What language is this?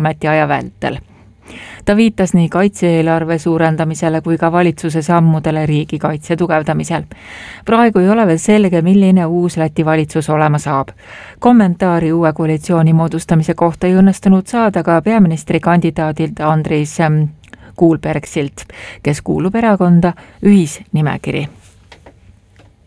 Estonian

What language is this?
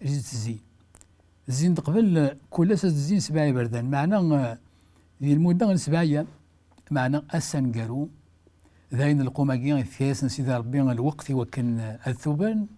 Kabyle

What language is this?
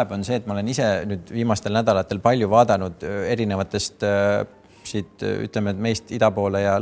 Estonian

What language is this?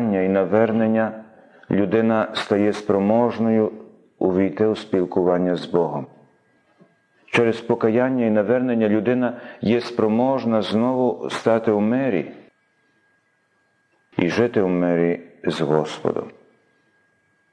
Ukrainian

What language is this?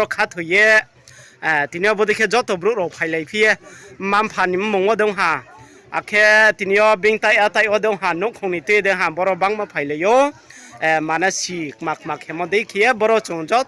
Riang (India)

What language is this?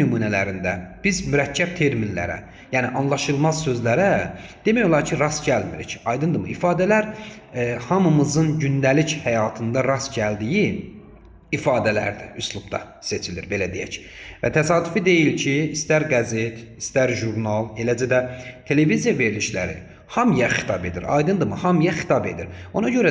Azerbaijani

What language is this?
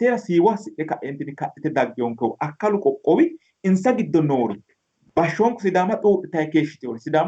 Sidamo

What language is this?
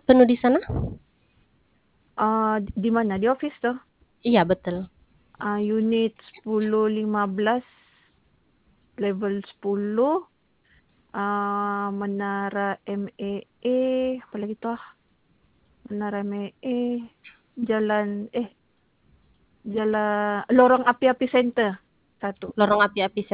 Malay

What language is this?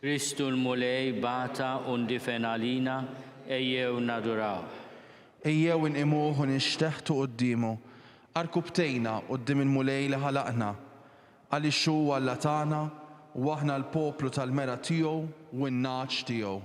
Maltese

